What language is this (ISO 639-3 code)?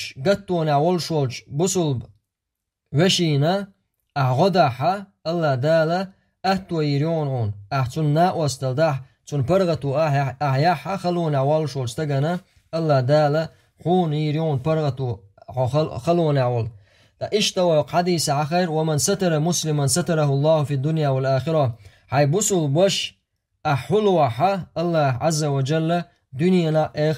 che